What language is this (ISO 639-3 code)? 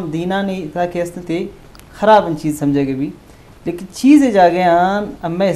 bgp